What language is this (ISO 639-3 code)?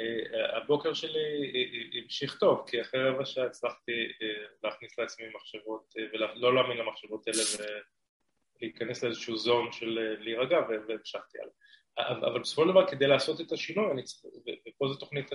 heb